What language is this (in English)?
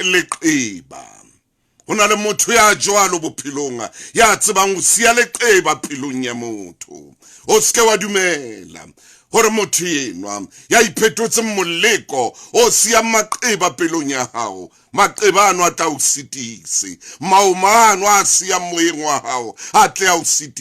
Southern Sotho